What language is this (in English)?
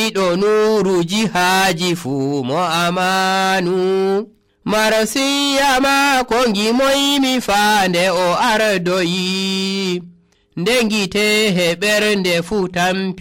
Nigerian Fulfulde